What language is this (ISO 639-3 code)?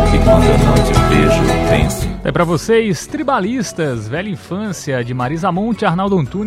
por